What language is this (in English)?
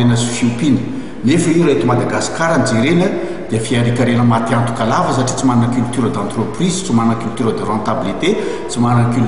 Malagasy